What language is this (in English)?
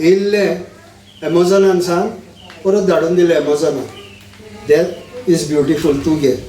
Konkani